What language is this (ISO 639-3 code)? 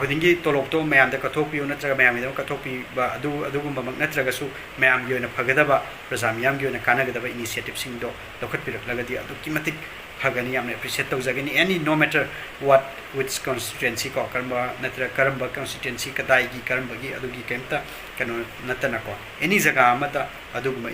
mni